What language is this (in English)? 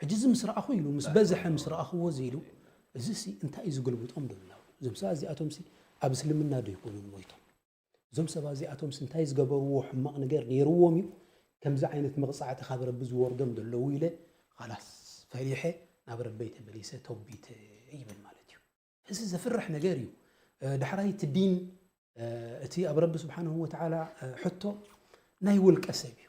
Tigrinya